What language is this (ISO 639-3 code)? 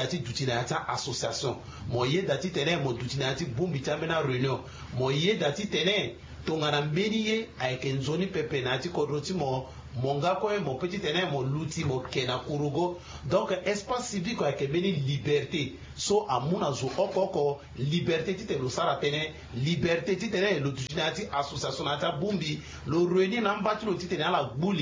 sag